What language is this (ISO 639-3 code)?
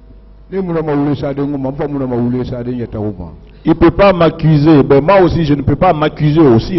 fra